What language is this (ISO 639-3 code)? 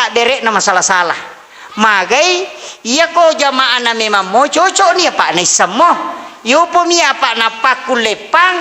bug